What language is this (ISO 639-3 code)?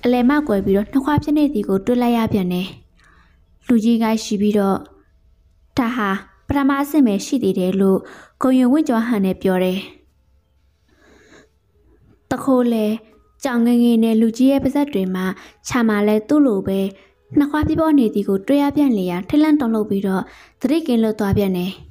mya